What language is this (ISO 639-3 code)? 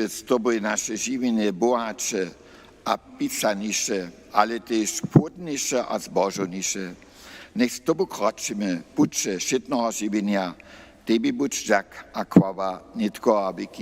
hsb